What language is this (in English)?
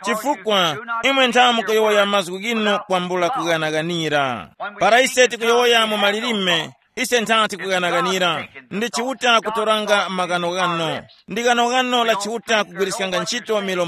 Tumbuka